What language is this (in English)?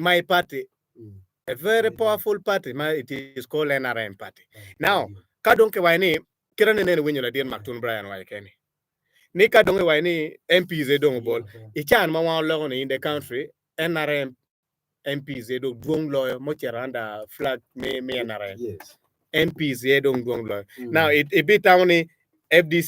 Acoli